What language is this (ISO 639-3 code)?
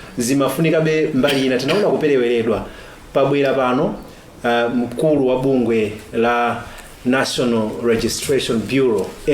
nya